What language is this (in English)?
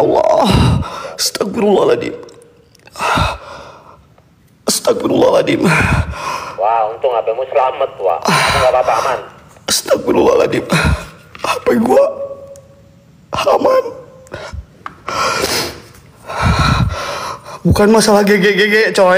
Indonesian